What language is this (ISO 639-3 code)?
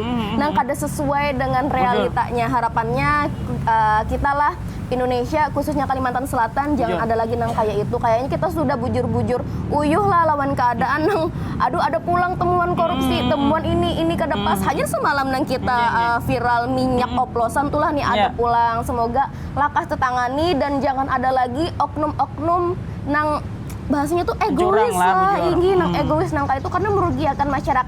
bjn